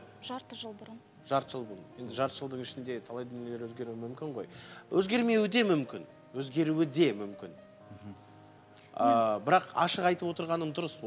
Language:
Kazakh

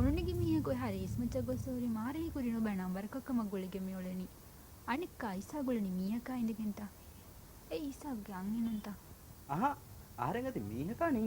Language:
Divehi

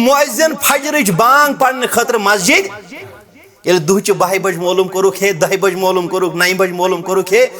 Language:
Kashmiri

